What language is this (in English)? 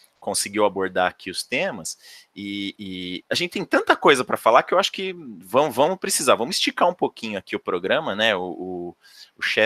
Portuguese